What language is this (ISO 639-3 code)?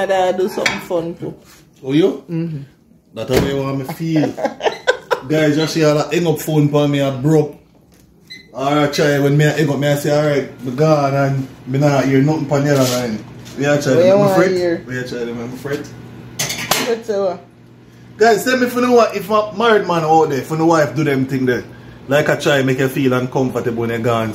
jam